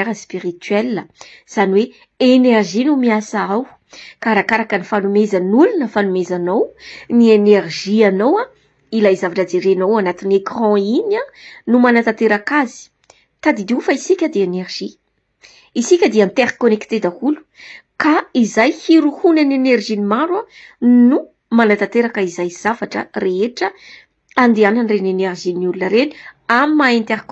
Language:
Malagasy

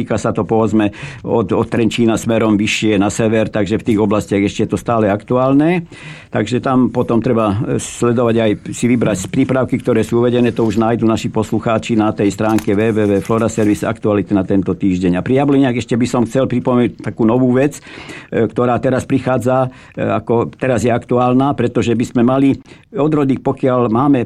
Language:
Slovak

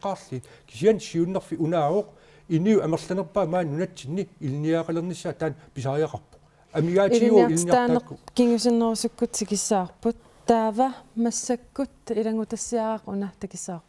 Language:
Kalaallisut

